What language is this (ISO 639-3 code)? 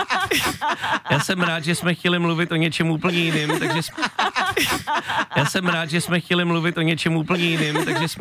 ces